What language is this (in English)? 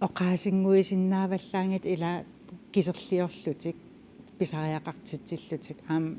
Kalaallisut